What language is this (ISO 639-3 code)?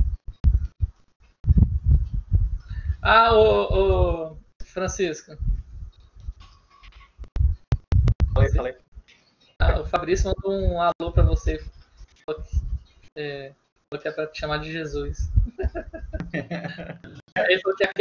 por